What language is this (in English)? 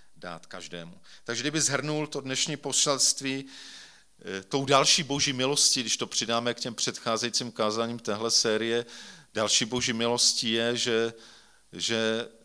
Czech